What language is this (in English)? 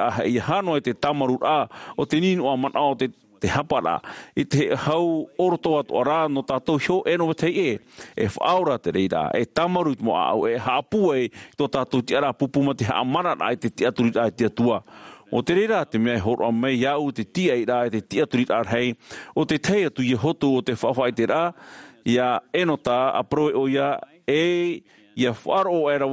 Tahitian